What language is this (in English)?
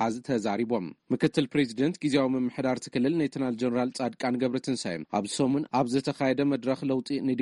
Tigrinya